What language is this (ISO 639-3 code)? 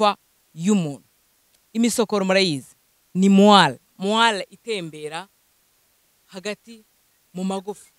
kin